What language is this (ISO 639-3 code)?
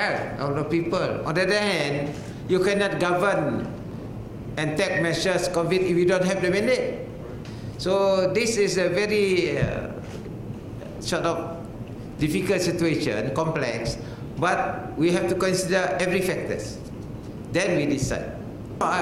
msa